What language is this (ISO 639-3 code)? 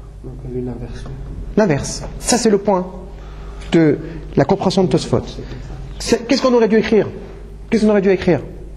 fra